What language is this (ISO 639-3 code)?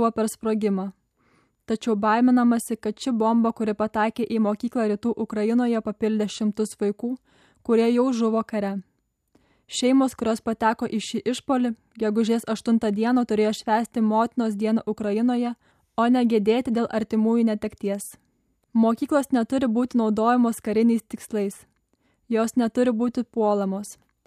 lit